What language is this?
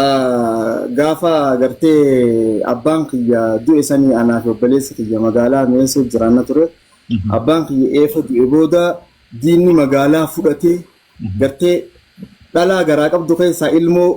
Oromo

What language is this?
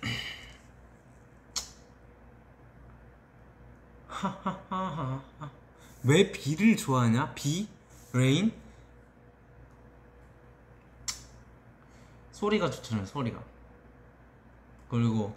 Korean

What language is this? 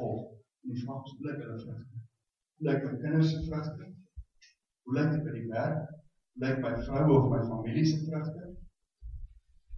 Afrikaans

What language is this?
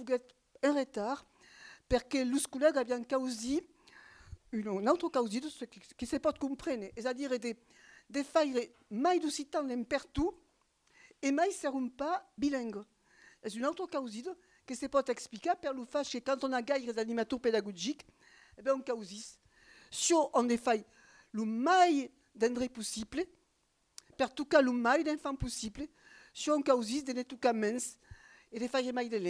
Occitan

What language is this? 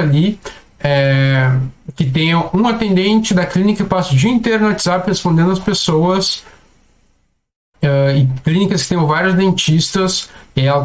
Portuguese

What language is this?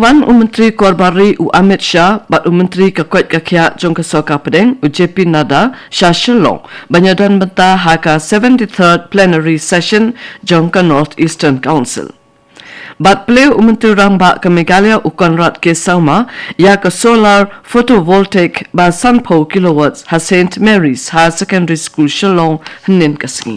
Khasi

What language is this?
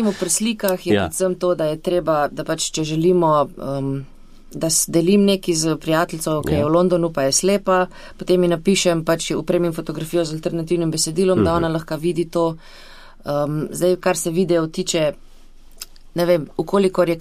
Slovenian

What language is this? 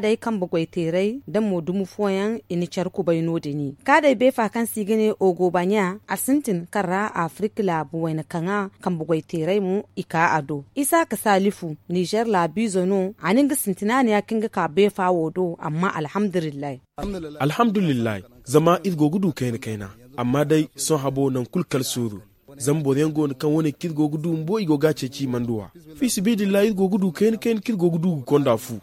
Zarma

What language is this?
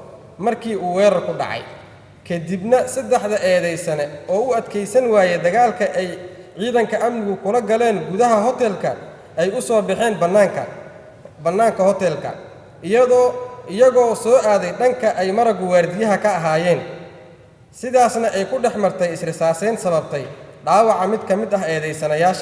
Somali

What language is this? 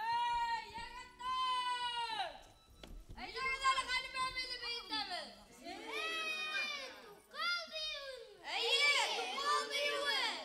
Bashkir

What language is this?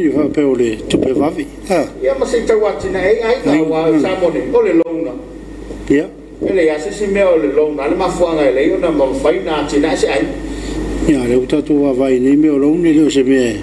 Samoan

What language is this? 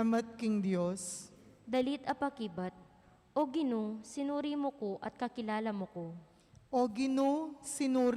Pampanga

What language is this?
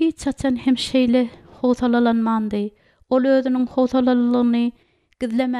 Turkmen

